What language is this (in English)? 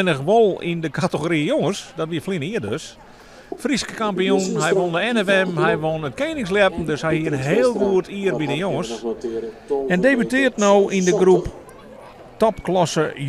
Western Frisian